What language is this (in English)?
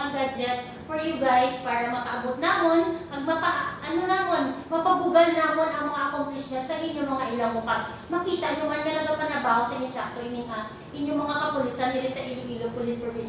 Hiligaynon